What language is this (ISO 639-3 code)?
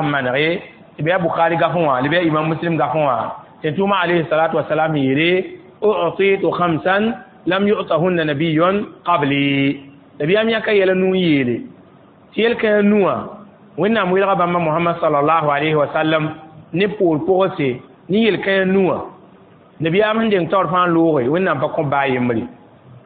mos